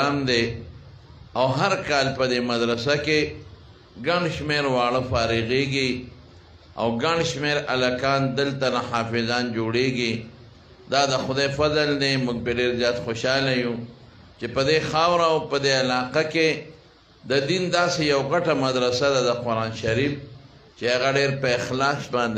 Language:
Pashto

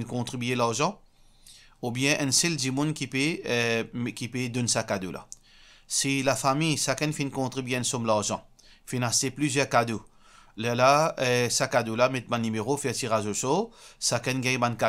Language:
Morisyen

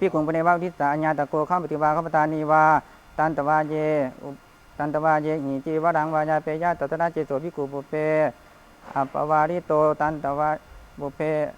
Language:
Pali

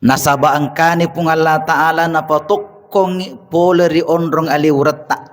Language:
Buginese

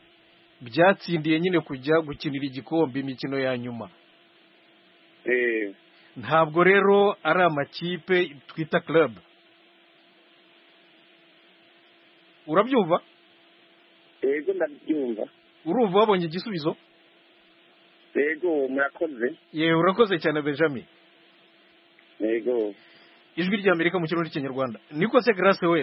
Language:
Kinyarwanda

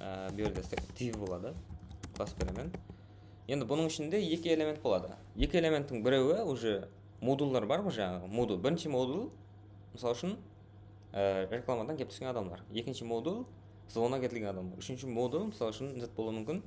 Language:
Kara-Kalpak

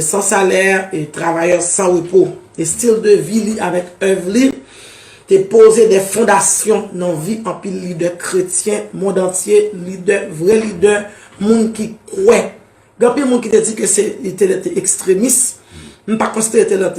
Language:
Haitian Creole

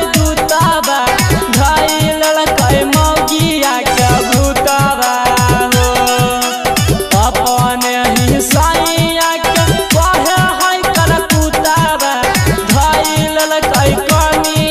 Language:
Bhojpuri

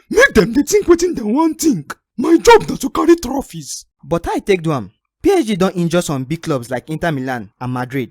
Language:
Nigerian Pidgin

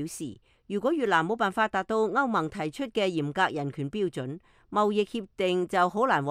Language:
Cantonese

